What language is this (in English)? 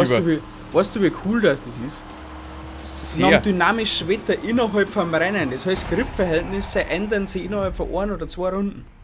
Bavarian